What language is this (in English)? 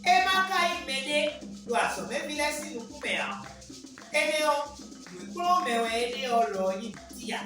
Fon